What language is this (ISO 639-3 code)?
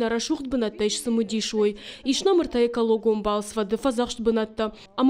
oss